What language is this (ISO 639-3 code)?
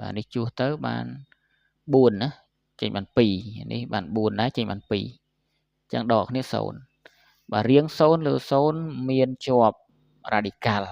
khm